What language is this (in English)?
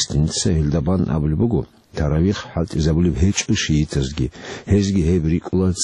Avaric